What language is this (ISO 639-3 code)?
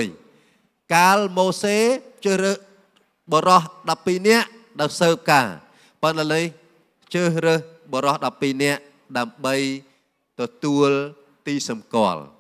khm